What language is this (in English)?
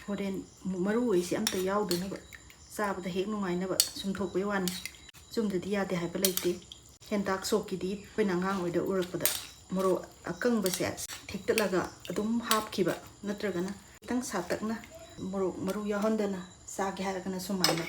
Manipuri